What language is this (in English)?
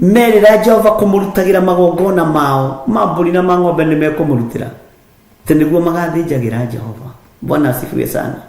Kikuyu